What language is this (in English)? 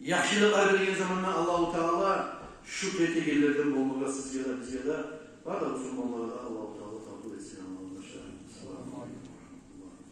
Kumyk